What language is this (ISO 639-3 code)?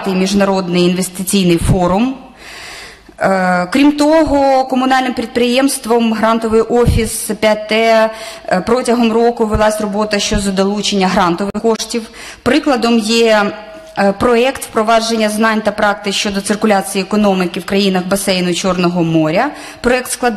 ukr